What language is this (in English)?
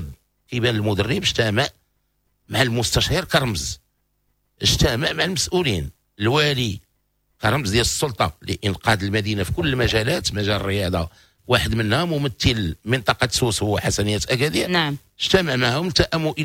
Moroccan Arabic